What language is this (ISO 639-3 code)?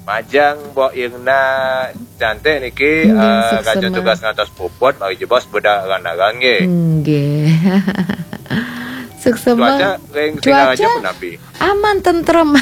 ban